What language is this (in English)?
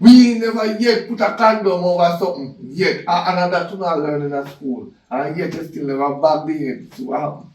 Jamaican Creole English